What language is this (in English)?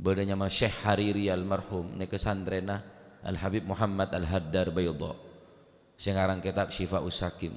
Madurese